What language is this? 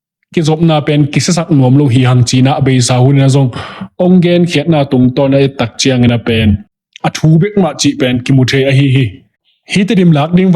Tedim Chin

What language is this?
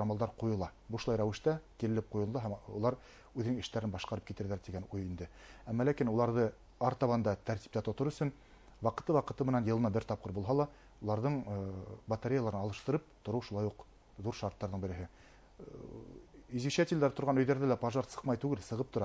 Bashkir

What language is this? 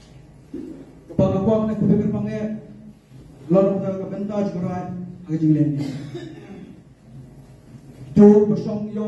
Malay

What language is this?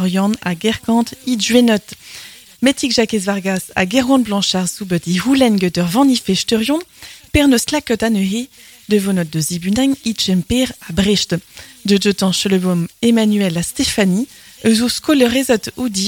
Breton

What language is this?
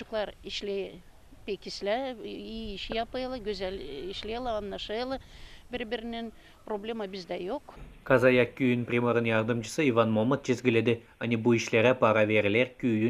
Gagauz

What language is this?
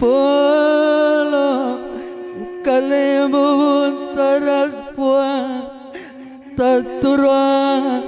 Batak Karo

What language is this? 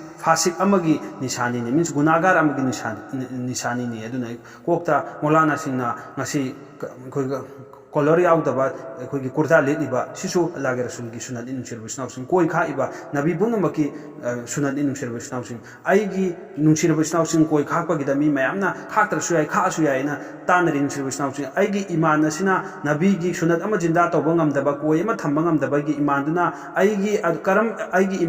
Manipuri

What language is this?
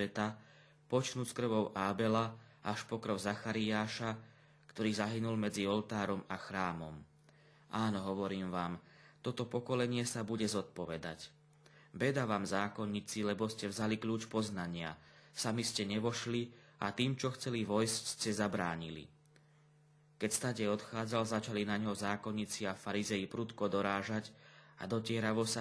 Slovak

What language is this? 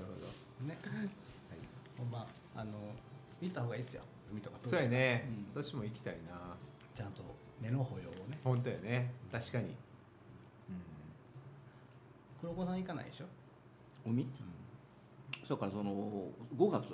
Japanese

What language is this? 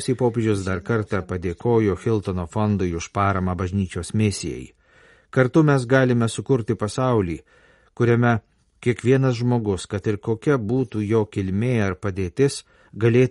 Lithuanian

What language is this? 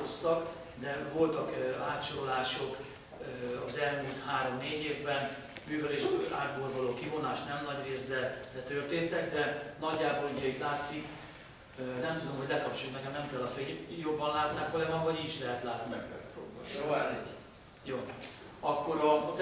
Hungarian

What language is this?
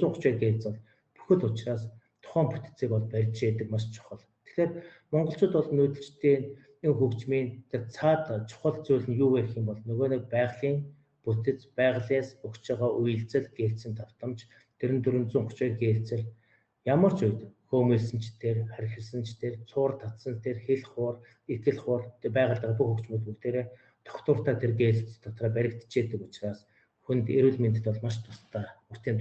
Mongolian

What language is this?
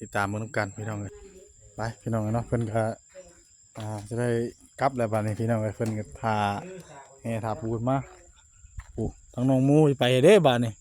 Northeastern Thai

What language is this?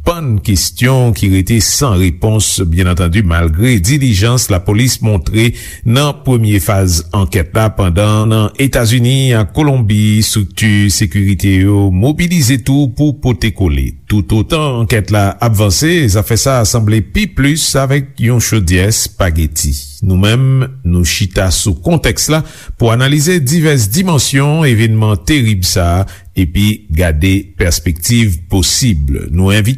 Haitian Creole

